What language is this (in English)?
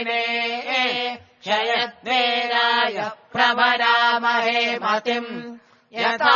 Sanskrit